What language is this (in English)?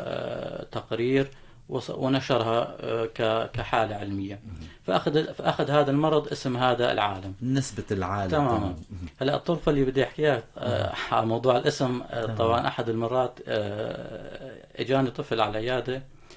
North Levantine Arabic